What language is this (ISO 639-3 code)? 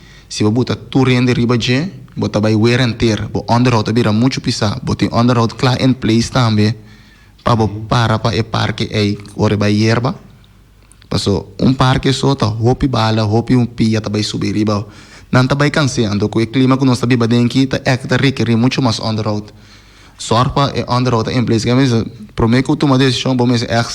pap